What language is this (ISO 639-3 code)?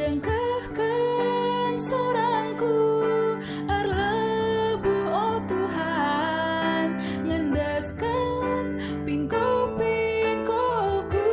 btx